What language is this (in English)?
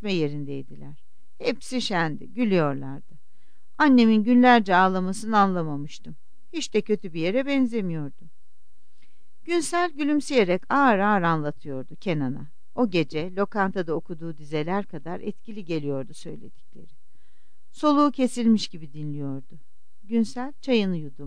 Turkish